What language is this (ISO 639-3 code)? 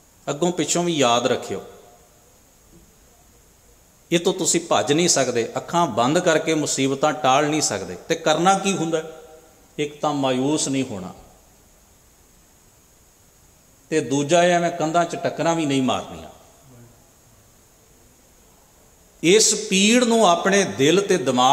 pan